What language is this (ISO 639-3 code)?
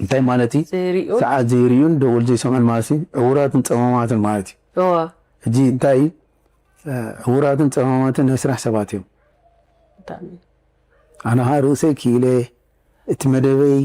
tir